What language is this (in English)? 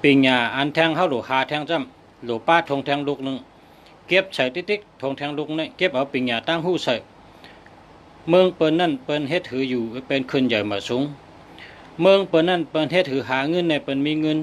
Shan